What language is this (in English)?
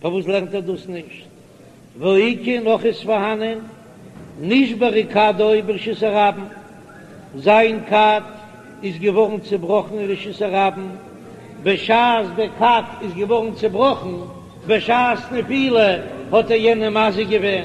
Yiddish